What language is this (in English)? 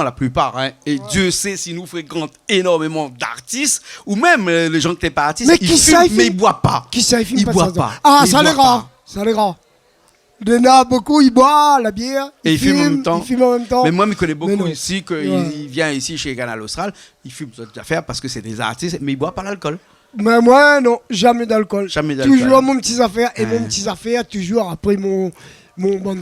Réunion Creole French